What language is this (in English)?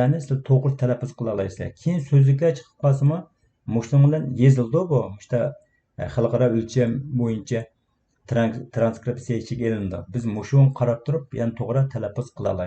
Uyghur